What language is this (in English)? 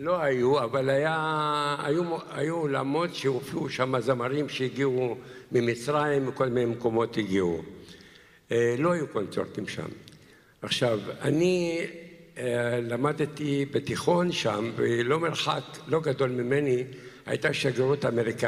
Hebrew